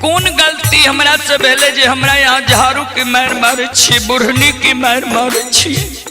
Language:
Maithili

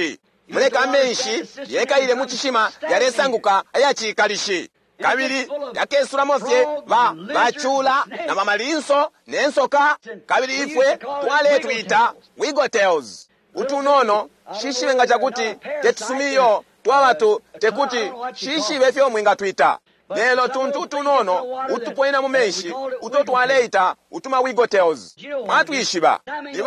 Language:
Bemba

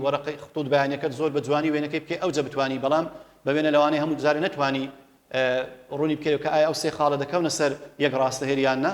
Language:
Central Kurdish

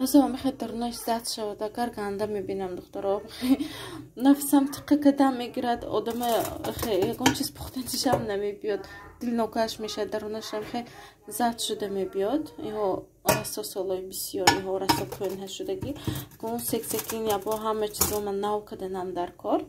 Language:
Tajik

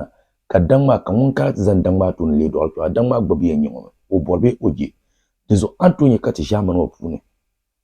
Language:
Dagbani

